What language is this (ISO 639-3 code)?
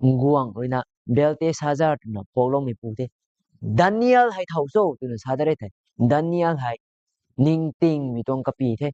nbu